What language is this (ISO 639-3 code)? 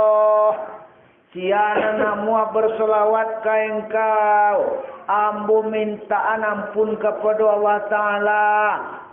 min